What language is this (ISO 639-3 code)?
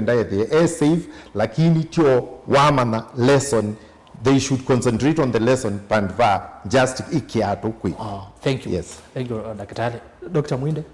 kam